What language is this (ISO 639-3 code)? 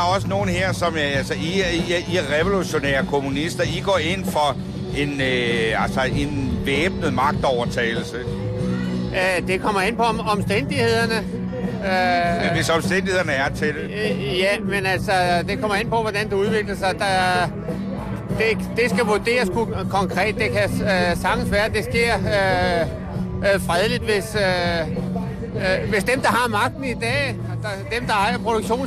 dan